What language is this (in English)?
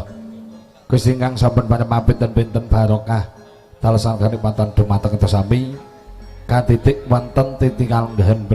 Javanese